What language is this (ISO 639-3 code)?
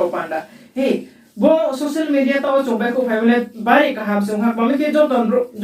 ria